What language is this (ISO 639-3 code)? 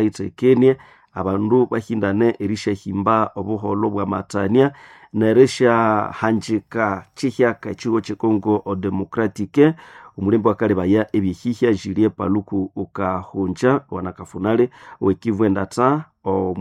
nnb